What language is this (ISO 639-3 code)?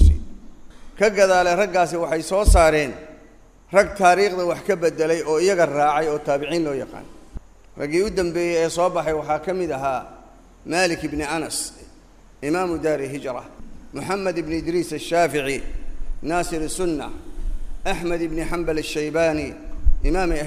som